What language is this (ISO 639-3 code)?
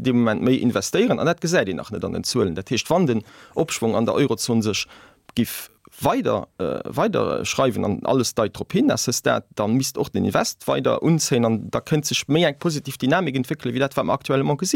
ltz